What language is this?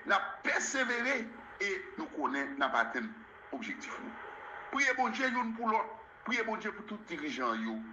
Haitian Creole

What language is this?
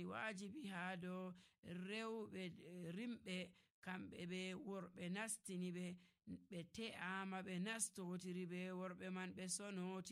Nigerian Fulfulde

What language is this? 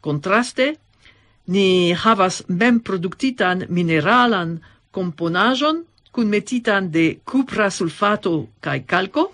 Esperanto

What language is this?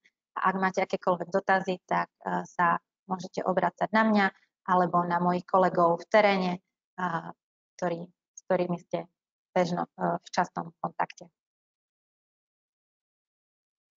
Slovak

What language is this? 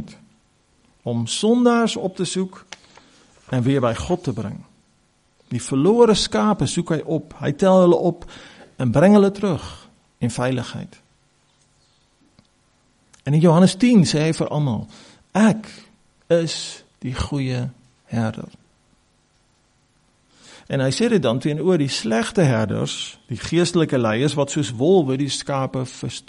Afrikaans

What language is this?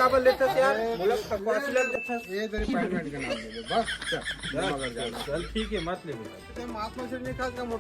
Chhattisgarhi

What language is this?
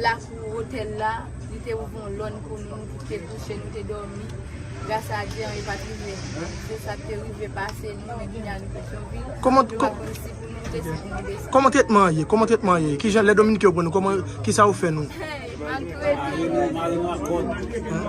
Haitian Creole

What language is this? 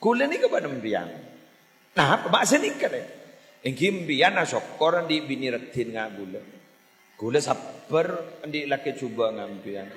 Madurese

